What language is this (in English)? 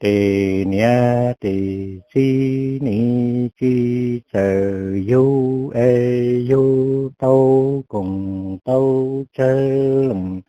Hmong